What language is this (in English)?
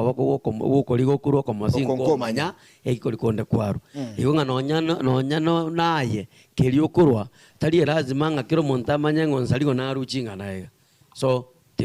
Gusii